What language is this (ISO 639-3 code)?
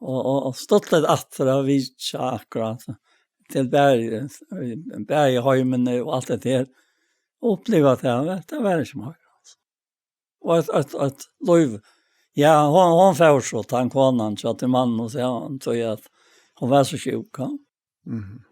fao